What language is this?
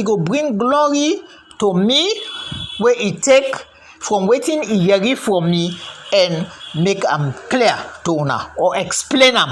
Krio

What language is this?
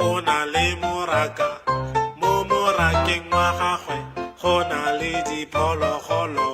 Tswana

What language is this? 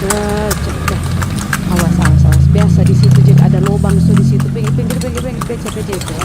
Manado Malay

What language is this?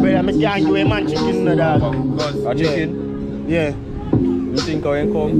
Jamaican Creole English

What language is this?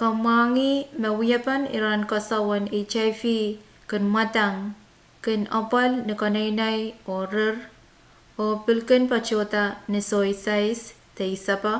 Pohnpeian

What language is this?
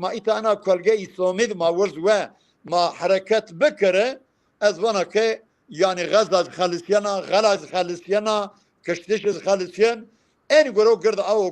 Zaza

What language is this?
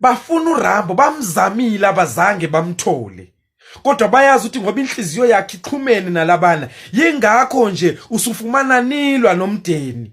Zulu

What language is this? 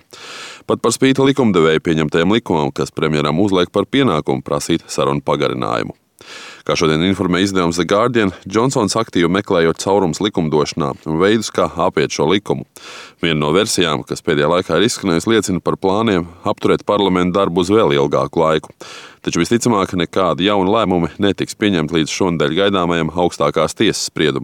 Latvian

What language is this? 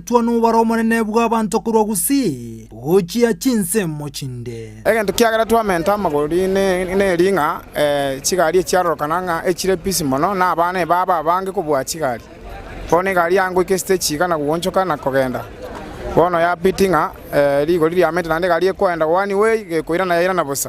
Gusii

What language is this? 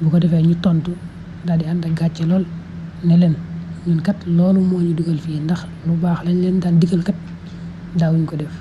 Wolof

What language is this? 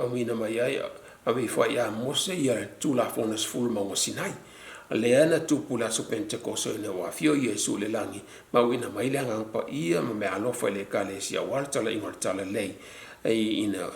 Samoan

